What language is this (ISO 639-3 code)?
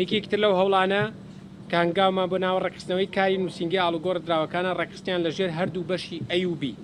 ckb